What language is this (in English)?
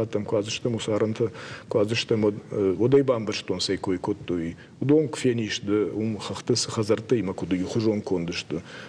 Ossetic